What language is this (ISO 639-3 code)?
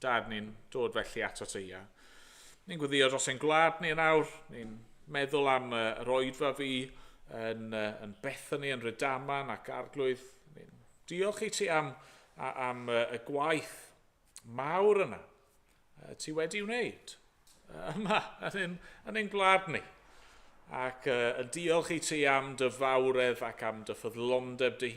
cym